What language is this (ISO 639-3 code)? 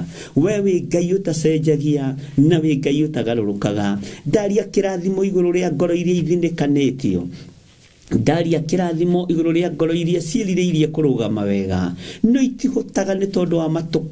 kik